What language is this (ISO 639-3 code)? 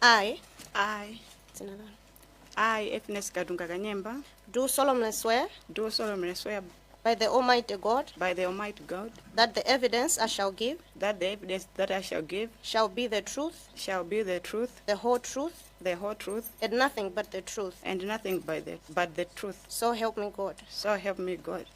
nya